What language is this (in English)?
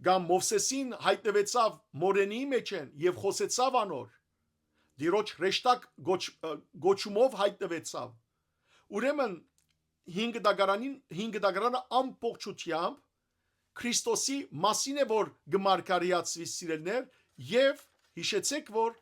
Western Armenian